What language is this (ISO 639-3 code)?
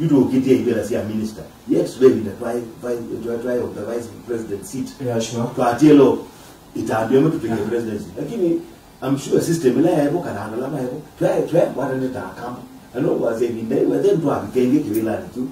kam